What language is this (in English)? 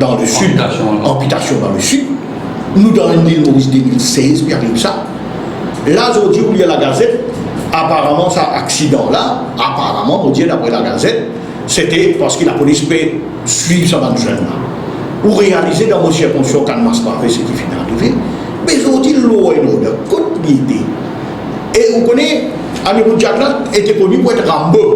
Morisyen